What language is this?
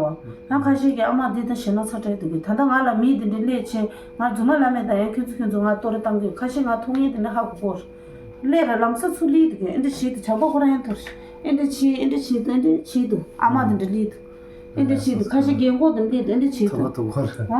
Tibetan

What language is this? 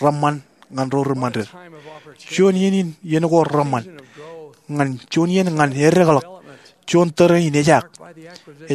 Marshallese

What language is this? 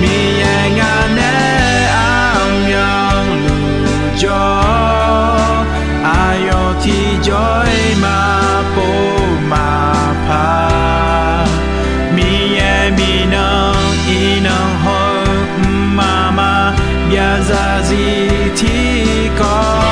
Akha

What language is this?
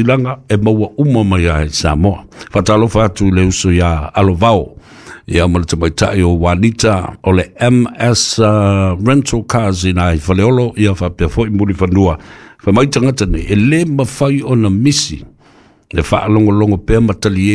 Samoan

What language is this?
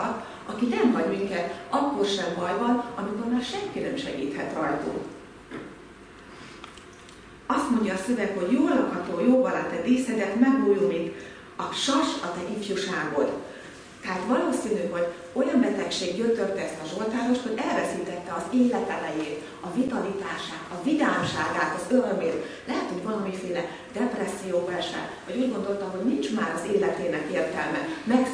Hungarian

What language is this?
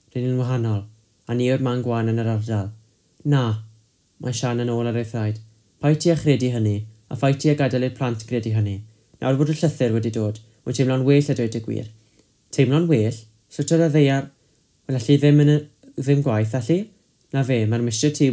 Welsh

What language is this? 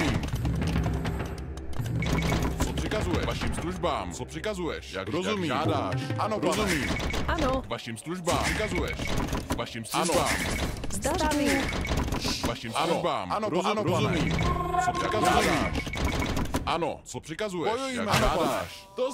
Czech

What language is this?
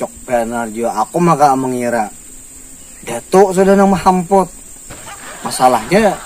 Banjar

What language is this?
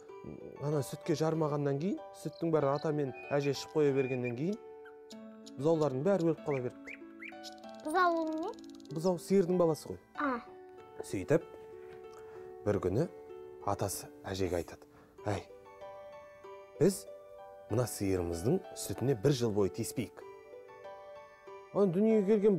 Kazakh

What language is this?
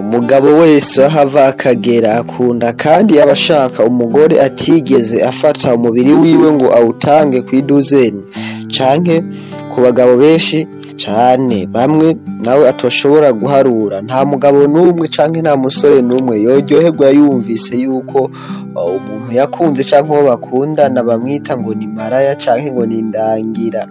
Rundi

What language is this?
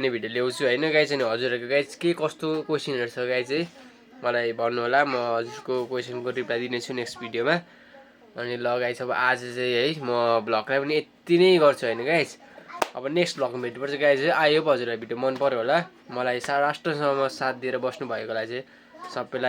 Nepali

